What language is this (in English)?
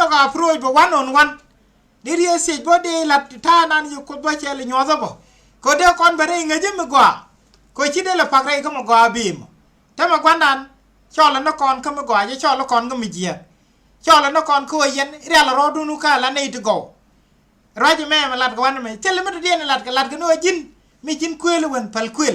Nuer